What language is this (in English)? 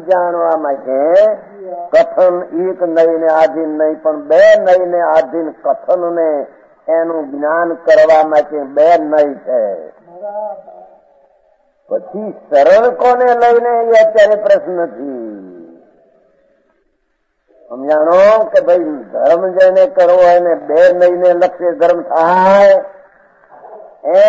Gujarati